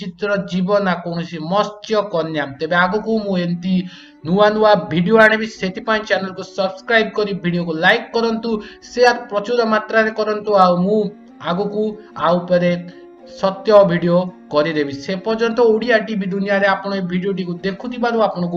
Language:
Odia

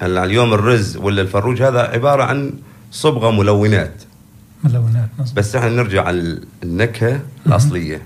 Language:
North Levantine Arabic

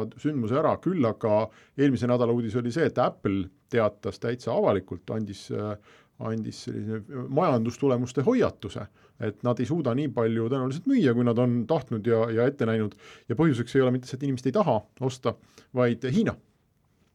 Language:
Estonian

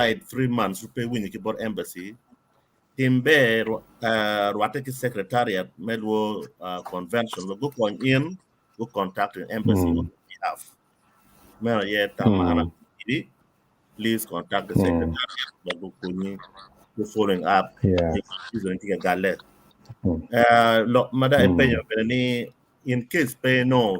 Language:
Acoli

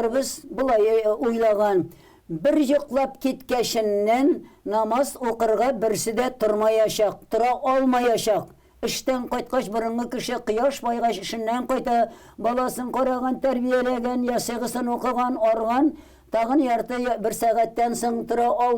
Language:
Tatar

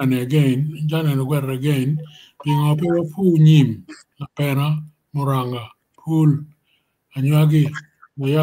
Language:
Acoli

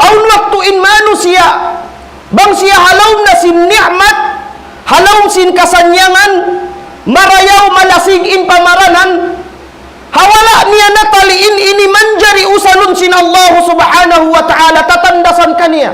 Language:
Tausug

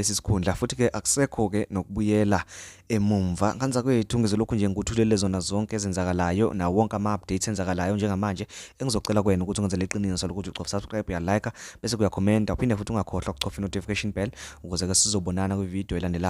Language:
Zulu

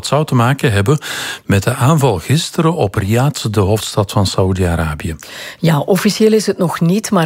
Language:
Dutch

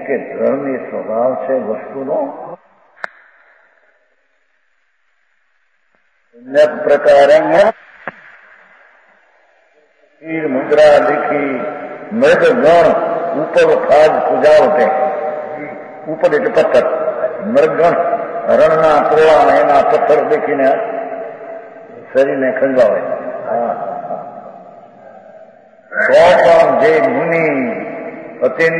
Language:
Gujarati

